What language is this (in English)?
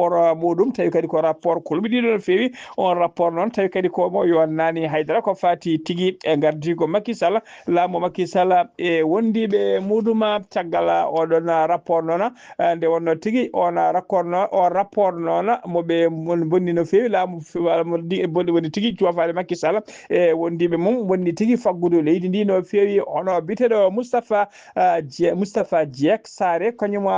Fula